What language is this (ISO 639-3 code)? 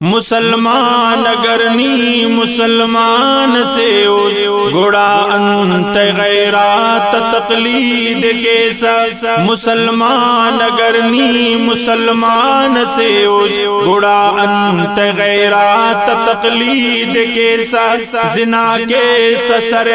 brh